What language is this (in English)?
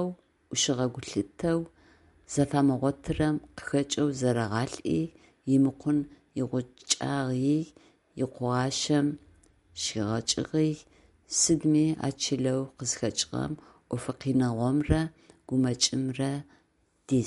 Adyghe